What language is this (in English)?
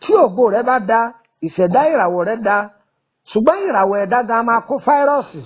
Yoruba